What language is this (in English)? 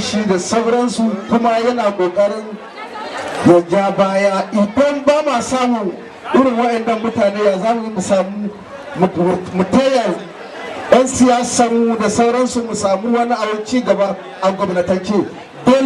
Hausa